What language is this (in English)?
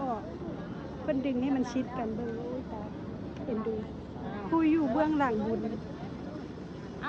Lao